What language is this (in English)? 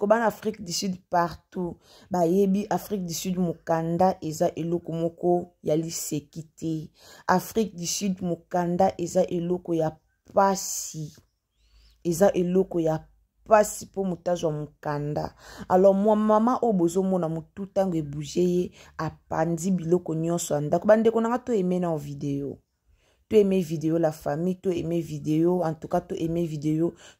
Lingala